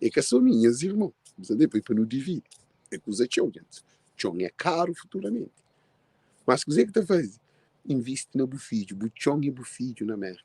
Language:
Kabuverdianu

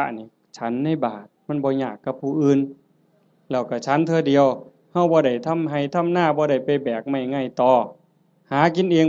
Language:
Northeastern Thai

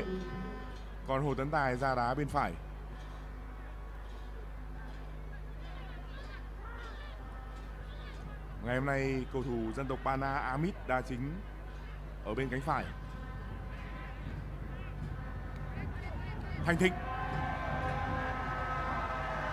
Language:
Vietnamese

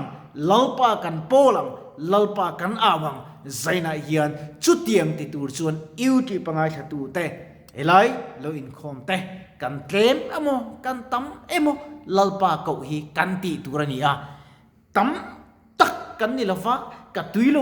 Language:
Mizo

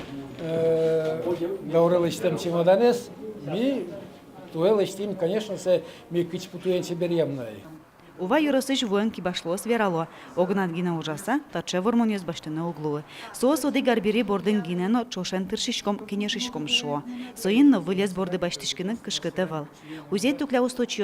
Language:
Udmurt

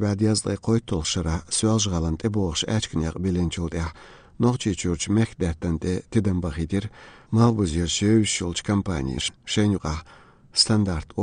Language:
Azerbaijani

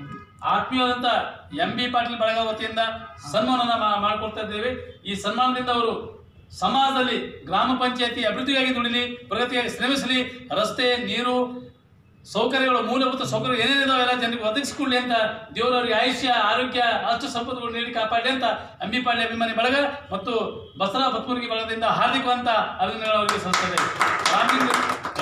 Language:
Kannada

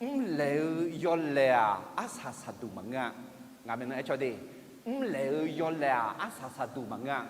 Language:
Akha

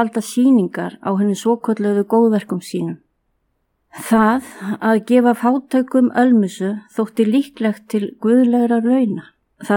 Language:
Icelandic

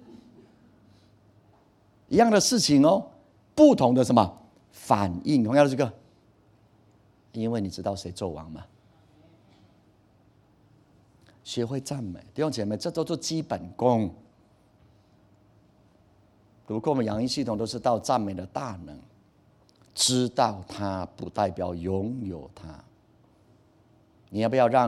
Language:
Chinese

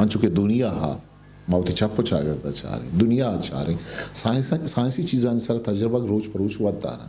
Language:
Eastern Balochi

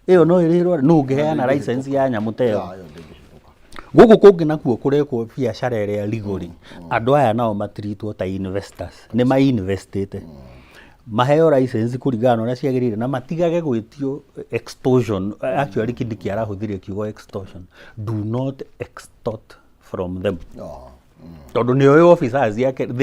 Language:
Kikuyu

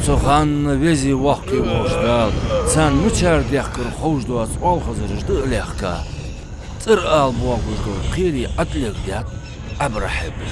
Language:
Ingush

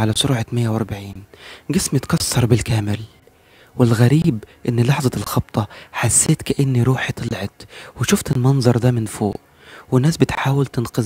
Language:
Egyptian Arabic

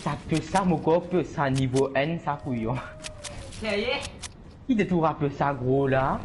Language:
Morisyen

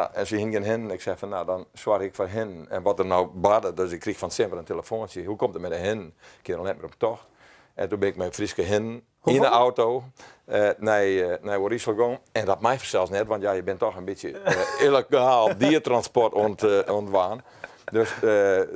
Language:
Western Frisian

